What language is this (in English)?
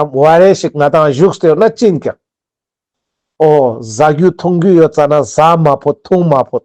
Ladakhi